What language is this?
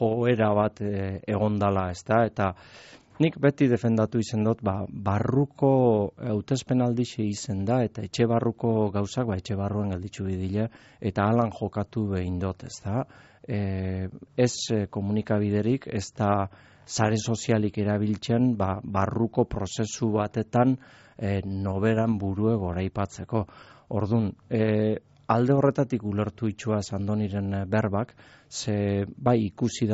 Basque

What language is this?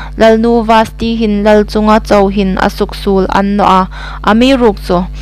Hmar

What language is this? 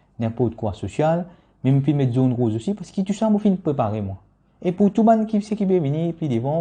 Morisyen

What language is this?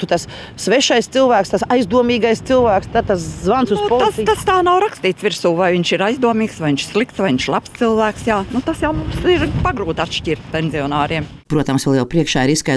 Latvian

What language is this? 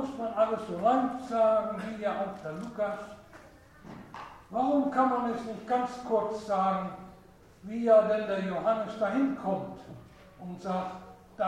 German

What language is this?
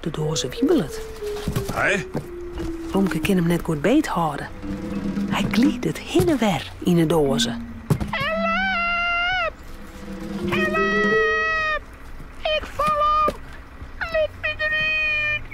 Western Frisian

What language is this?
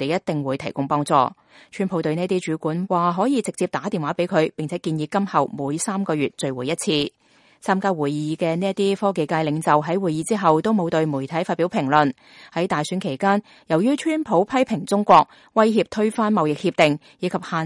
Cantonese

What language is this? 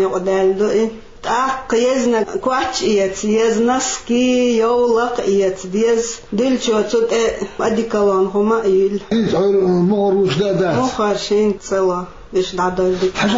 Chechen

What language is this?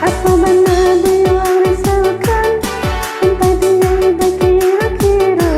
Minangkabau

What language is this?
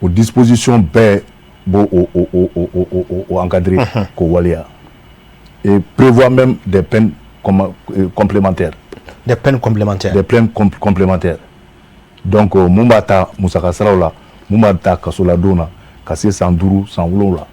Bambara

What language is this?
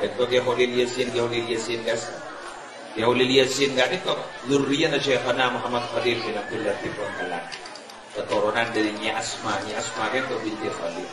Madurese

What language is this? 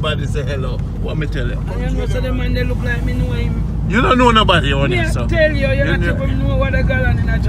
Jamaican Creole English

